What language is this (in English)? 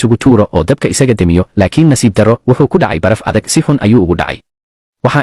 Somali